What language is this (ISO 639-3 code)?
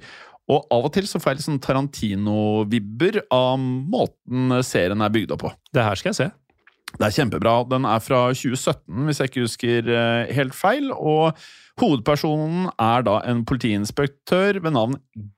nor